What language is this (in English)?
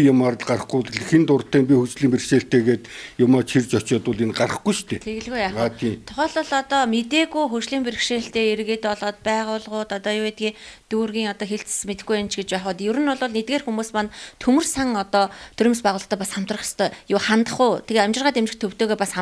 Mongolian